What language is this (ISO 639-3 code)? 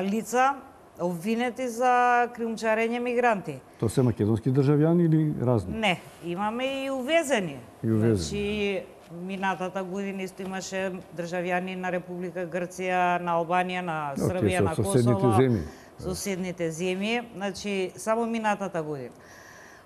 mkd